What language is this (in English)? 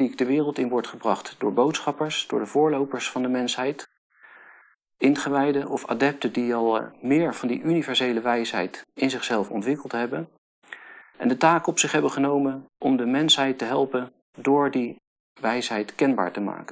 Dutch